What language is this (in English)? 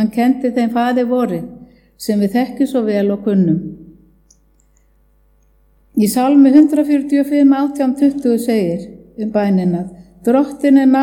Icelandic